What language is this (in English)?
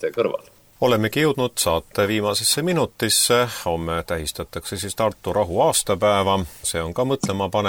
Estonian